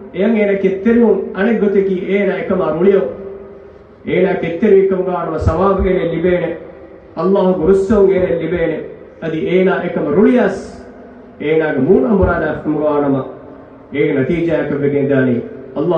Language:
Divehi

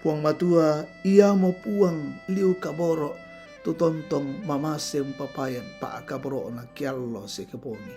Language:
Toraja-Sa'dan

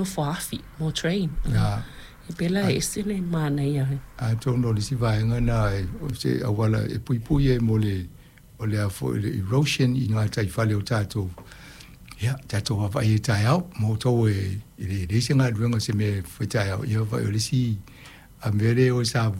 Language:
Samoan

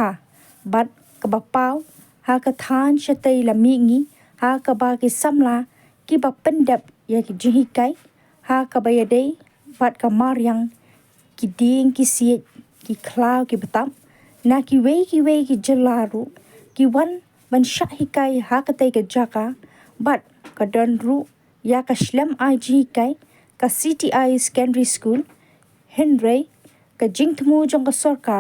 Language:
Khasi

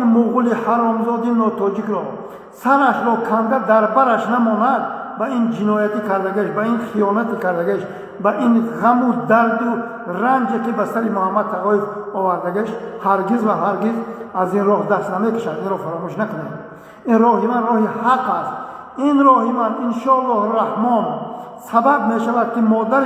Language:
Tajik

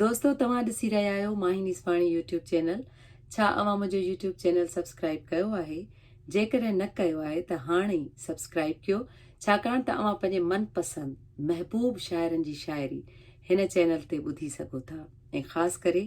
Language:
Sindhi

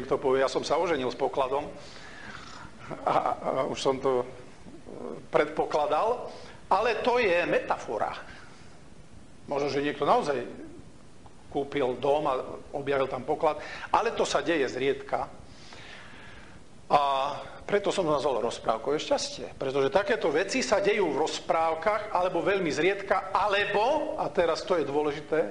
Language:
Slovak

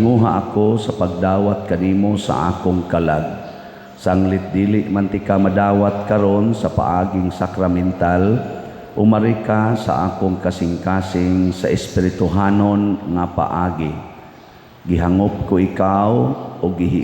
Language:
Cebuano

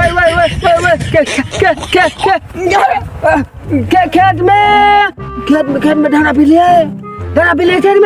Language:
Maithili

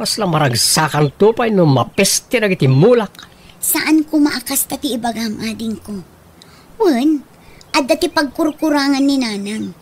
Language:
Iloko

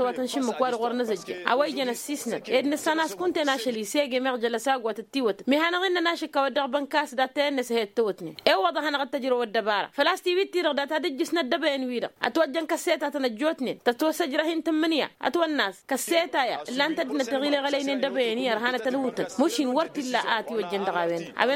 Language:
Tamasheq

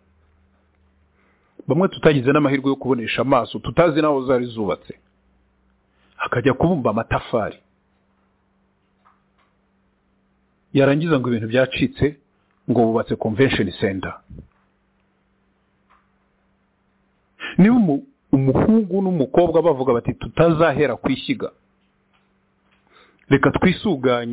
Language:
Kinyarwanda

